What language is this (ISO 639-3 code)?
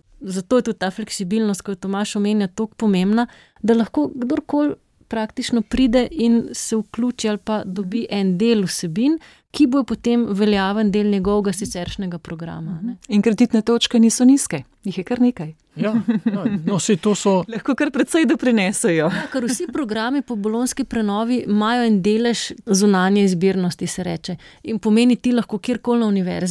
slv